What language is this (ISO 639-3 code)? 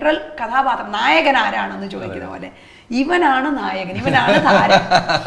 mal